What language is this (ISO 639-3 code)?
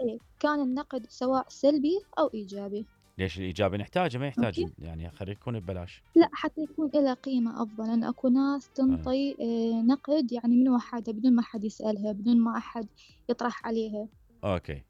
acm